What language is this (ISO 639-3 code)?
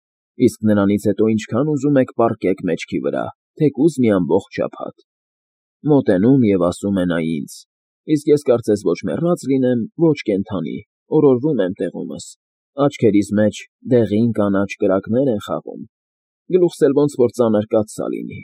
hye